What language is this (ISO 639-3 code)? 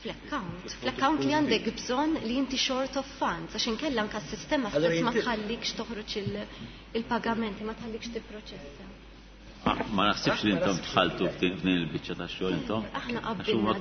mlt